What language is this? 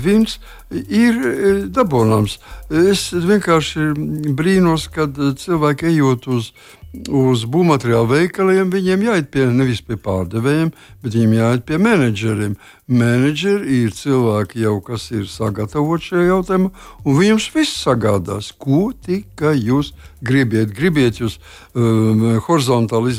Latvian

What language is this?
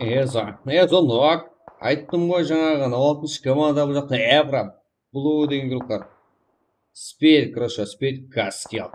Kara-Kalpak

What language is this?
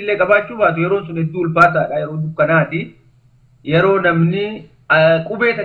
Oromo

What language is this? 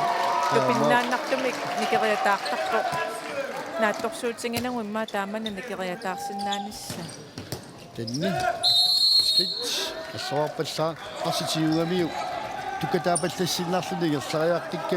Kalaallisut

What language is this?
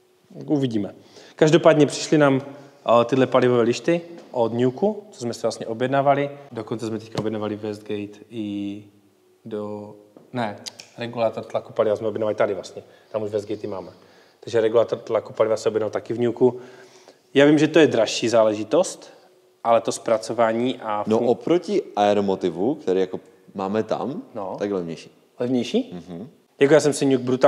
Czech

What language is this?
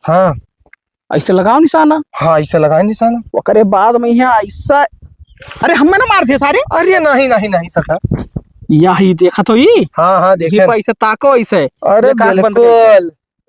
Awadhi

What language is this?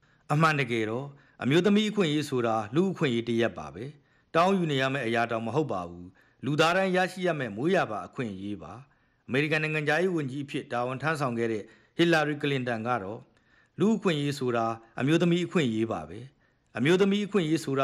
Burmese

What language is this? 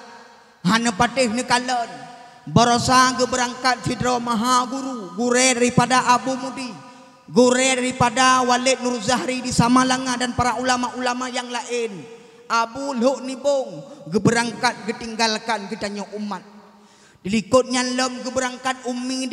Achinese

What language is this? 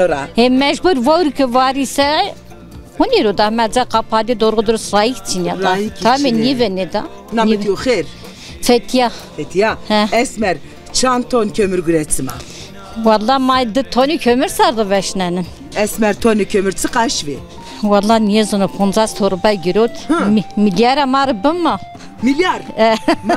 Zaza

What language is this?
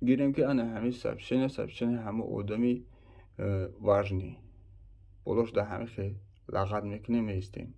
Tajik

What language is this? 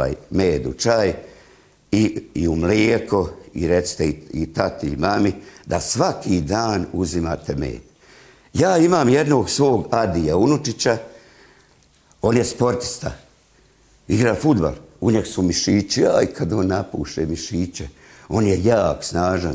Bosnian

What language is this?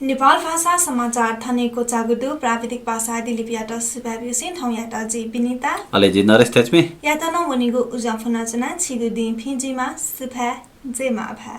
Newari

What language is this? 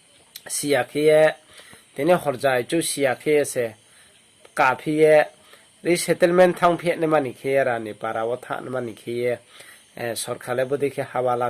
Riang (India)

